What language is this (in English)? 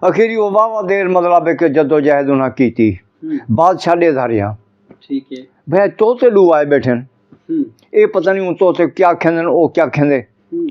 Saraiki